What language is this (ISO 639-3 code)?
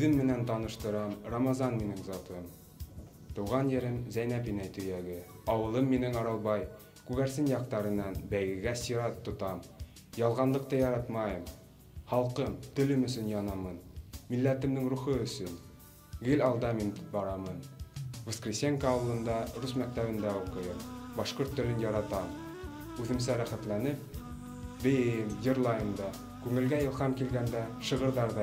bak